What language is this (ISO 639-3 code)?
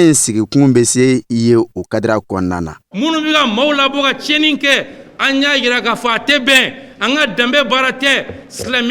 bam